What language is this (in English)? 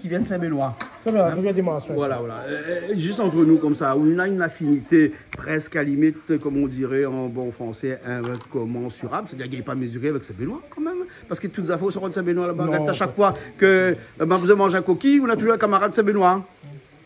Réunion Creole French